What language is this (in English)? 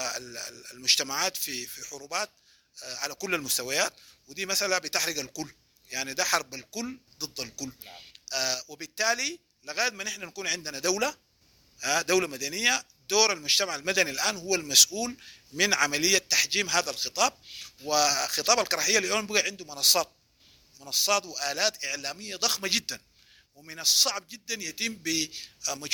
Sudanese Arabic